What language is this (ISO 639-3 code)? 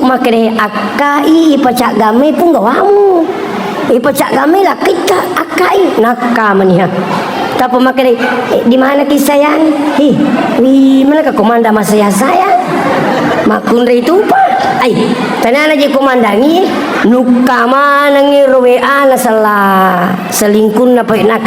bug